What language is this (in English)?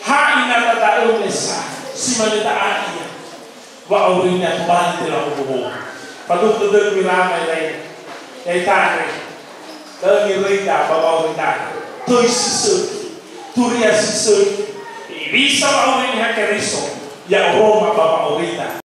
Nias